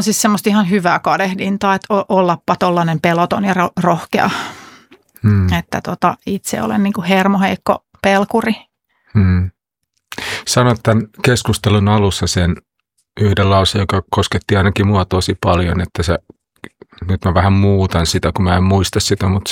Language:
Finnish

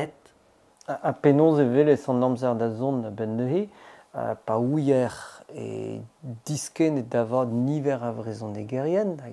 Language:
Breton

